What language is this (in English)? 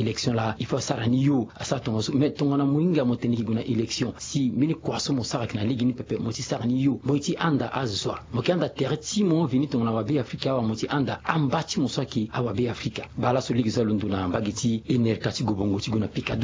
Sango